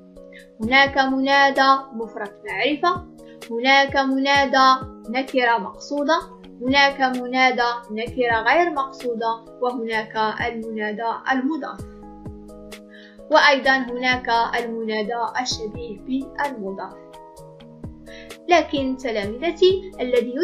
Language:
Arabic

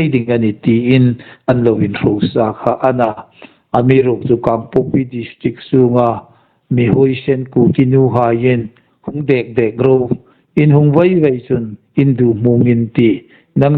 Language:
Hmar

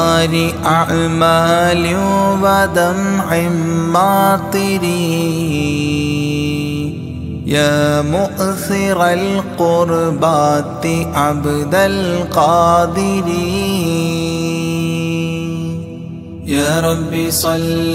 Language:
Malayalam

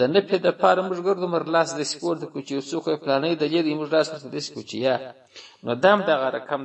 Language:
Pashto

